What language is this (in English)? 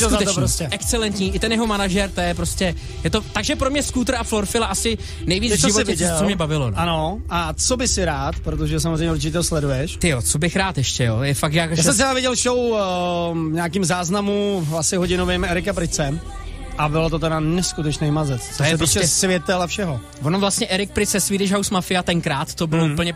Czech